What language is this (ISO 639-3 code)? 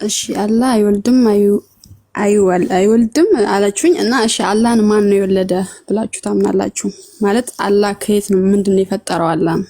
amh